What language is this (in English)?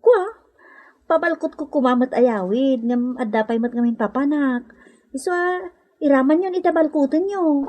Iloko